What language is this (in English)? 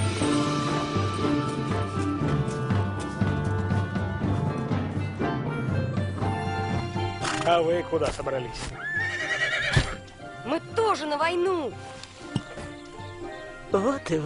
Russian